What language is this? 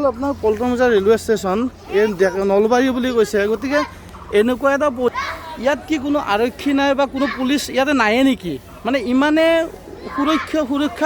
Assamese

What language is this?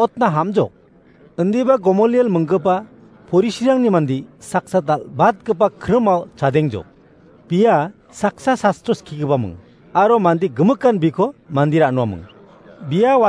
Garo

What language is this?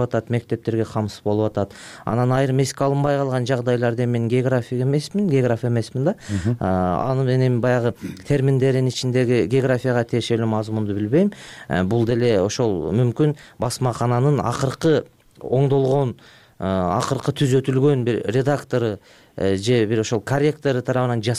Kyrgyz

